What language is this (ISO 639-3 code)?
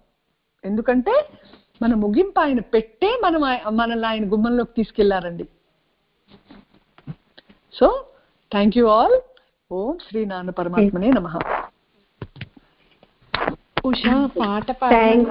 tel